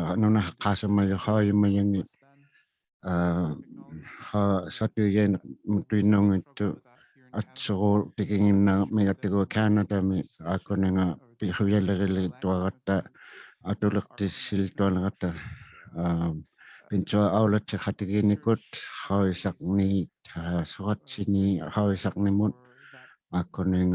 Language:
Inuktitut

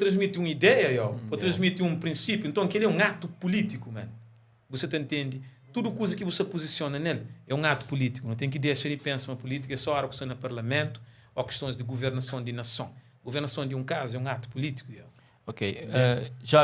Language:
Kabuverdianu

